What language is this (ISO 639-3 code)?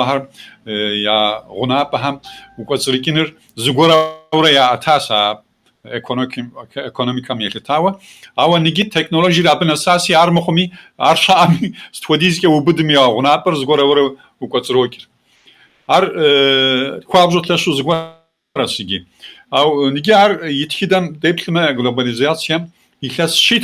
kbd